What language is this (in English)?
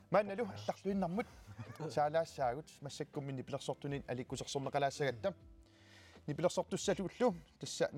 Kalaallisut